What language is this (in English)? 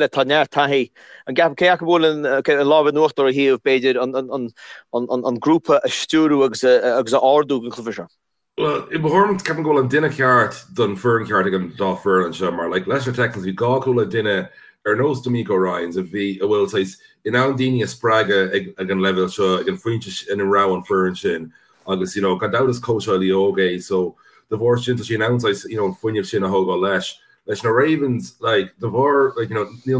Irish